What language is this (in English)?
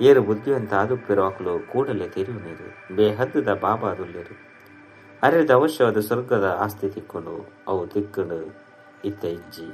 Tulu